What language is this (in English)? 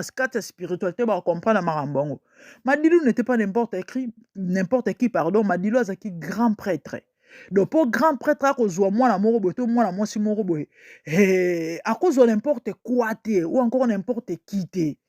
Lingala